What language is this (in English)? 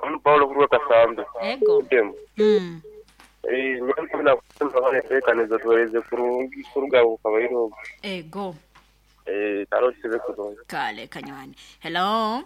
Nyoro